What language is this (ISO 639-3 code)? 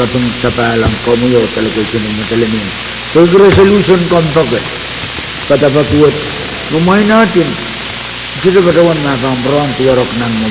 pon